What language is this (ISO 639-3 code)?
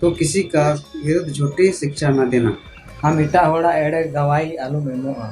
sat